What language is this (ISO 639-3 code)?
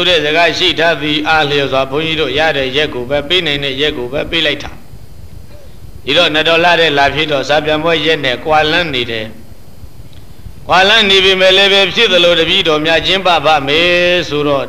mya